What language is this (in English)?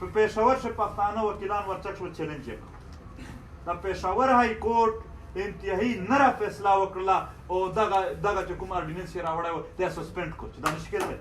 Pashto